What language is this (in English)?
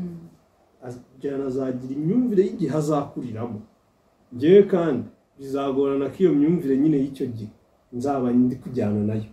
Kinyarwanda